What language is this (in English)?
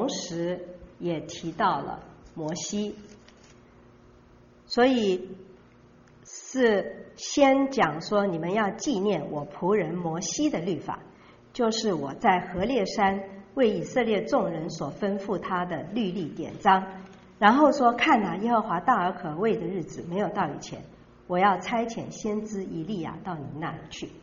Chinese